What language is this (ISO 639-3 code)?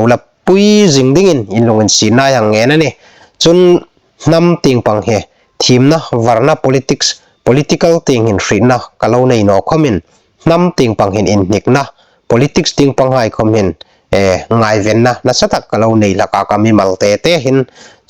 hmr